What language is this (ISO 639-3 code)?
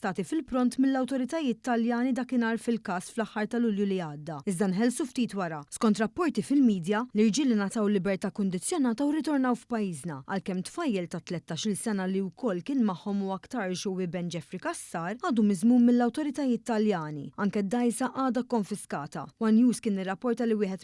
mlt